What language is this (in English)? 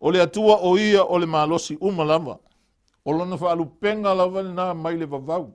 Samoan